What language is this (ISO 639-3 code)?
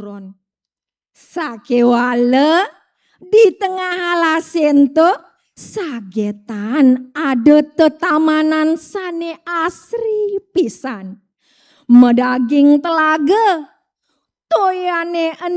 ban